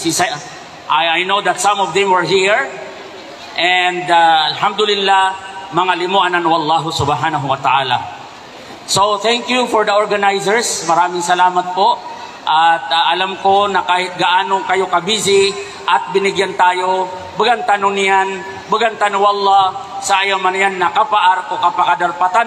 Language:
Maranao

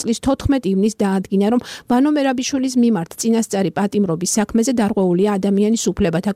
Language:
Georgian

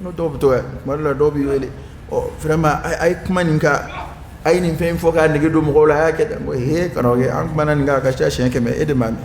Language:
Dyula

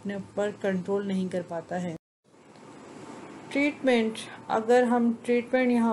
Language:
Urdu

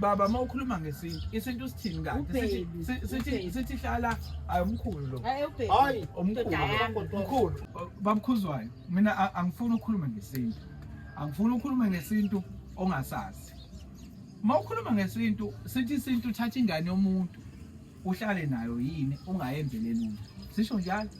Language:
Zulu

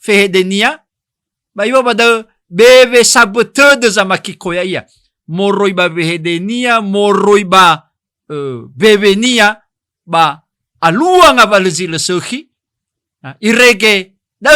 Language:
Nias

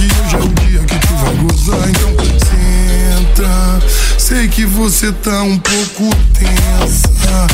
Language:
Portuguese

